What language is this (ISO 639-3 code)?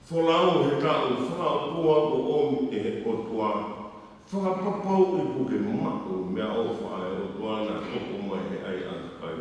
ton